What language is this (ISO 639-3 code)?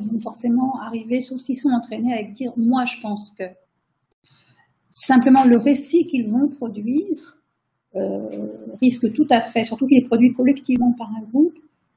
fra